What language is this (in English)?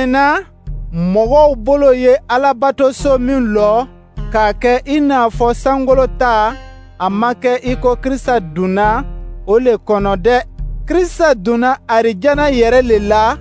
Dyula